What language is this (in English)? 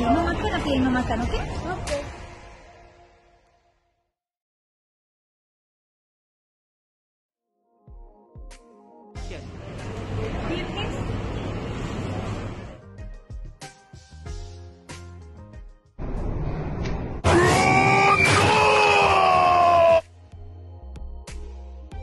Malay